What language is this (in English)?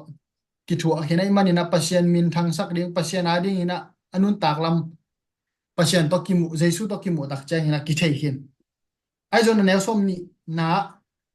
Tedim Chin